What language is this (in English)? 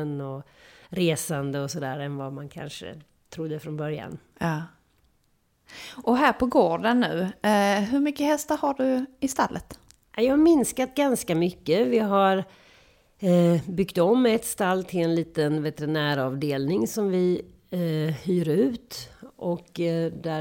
Swedish